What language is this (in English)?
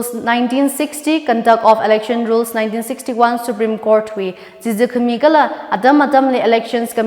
Tangkhul Naga (India)